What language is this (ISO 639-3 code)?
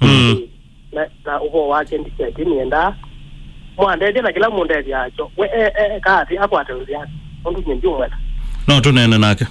kam